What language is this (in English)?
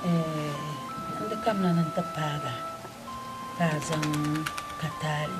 Dagbani